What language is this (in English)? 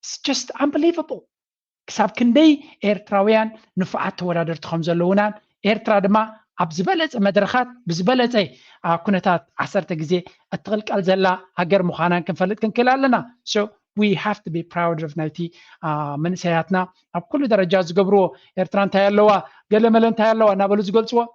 Tigrinya